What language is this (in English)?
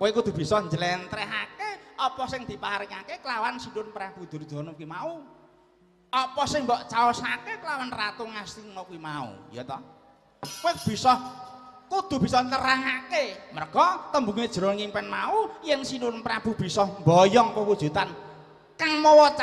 Javanese